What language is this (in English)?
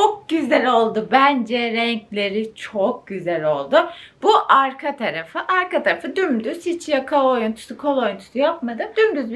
Turkish